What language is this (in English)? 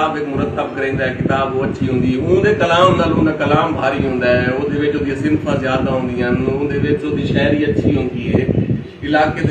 Saraiki